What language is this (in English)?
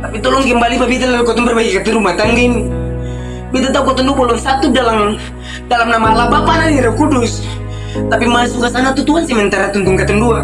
Ambonese Malay